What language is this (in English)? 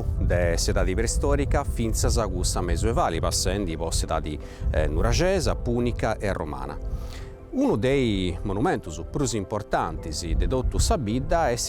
Sardinian